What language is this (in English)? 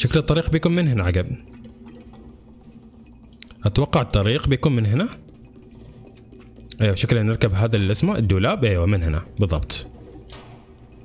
Gulf Arabic